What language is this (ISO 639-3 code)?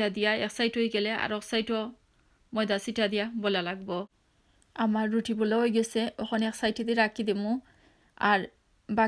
syl